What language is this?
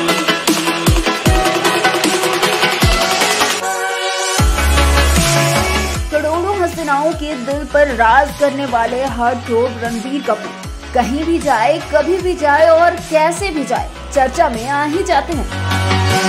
Hindi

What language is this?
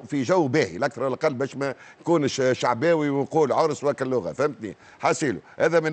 Tunisian Arabic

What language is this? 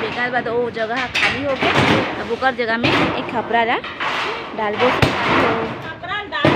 Chhattisgarhi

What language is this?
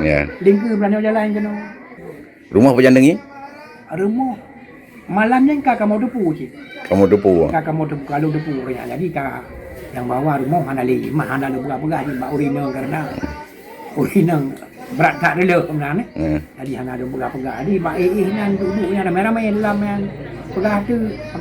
Achinese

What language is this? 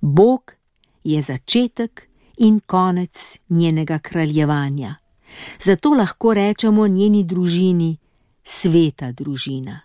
Slovenian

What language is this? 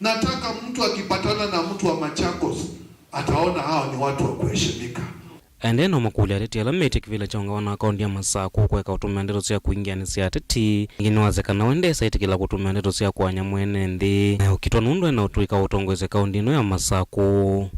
Kamba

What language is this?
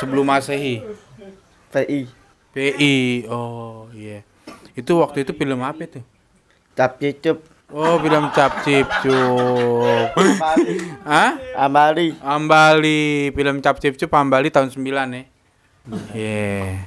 Betawi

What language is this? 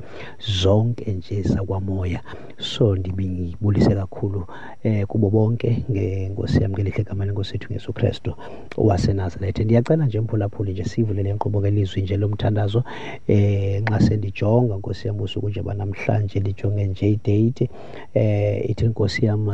Xhosa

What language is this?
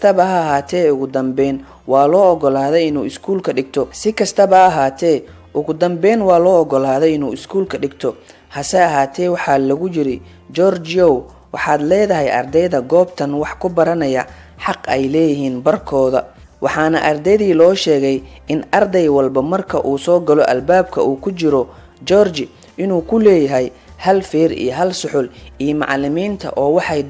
Somali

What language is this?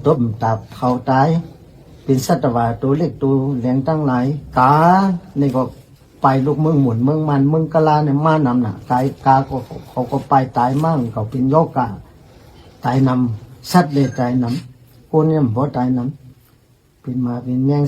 Shan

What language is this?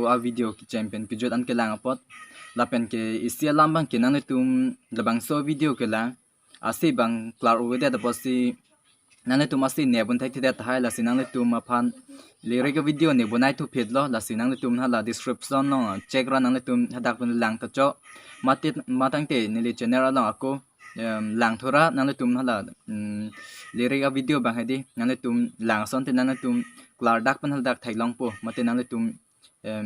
Karbi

